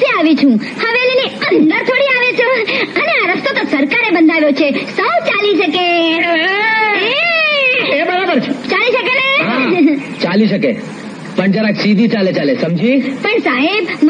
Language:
Gujarati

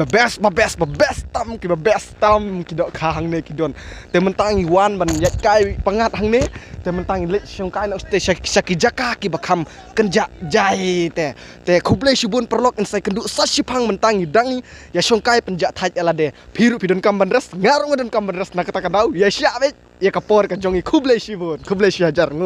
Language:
Khasi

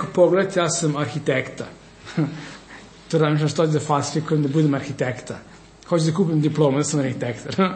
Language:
Serbian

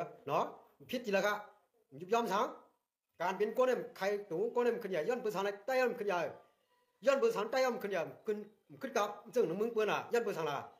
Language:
Shan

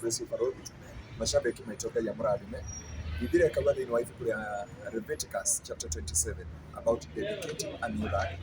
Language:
Kikuyu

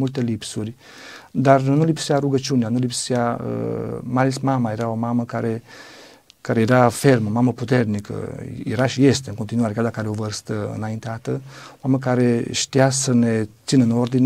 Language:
Romanian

